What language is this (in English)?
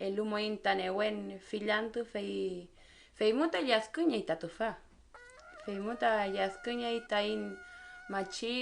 Mapuche